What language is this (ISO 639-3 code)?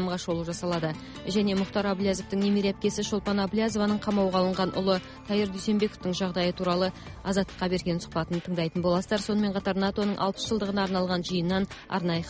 kaz